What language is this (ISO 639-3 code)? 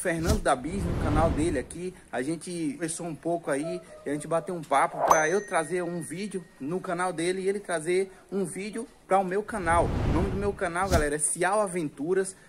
por